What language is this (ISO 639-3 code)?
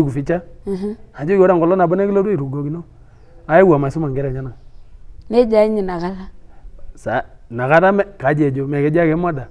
mas